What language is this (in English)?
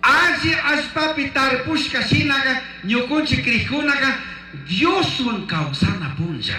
Chimborazo Highland Quichua